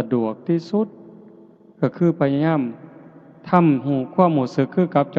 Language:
Lao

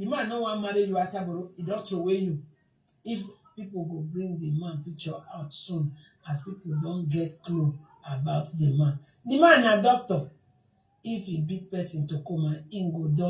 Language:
Nigerian Pidgin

